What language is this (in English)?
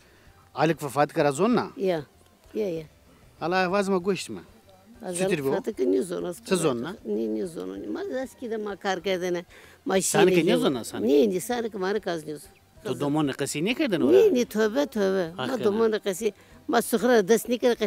Zaza